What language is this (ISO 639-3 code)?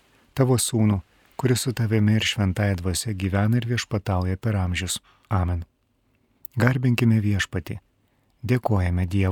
lit